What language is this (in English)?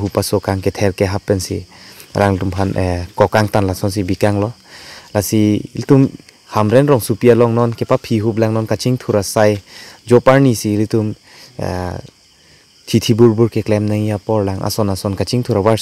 Karbi